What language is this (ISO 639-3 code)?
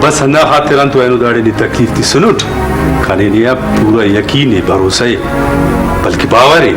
brh